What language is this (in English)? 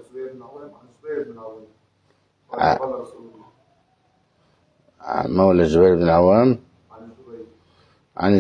Arabic